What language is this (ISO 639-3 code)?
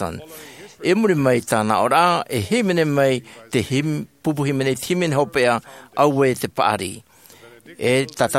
tah